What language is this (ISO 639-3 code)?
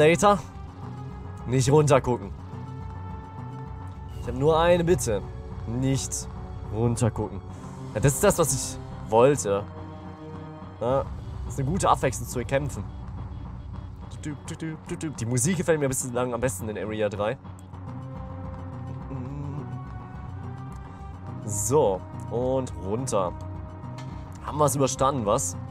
deu